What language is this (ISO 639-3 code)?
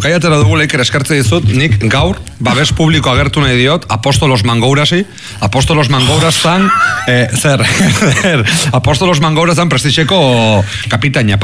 eus